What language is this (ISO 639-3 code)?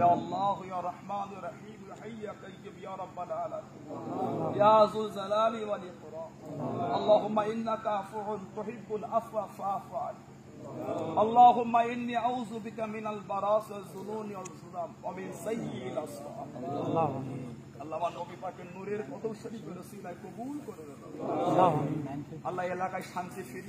ben